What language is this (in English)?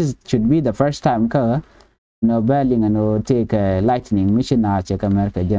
Nuer